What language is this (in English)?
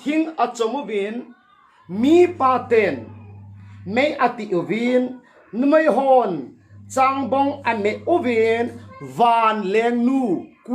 Thado Chin